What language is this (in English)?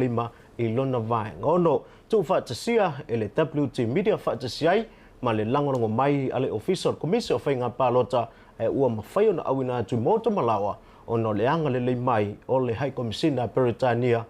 Samoan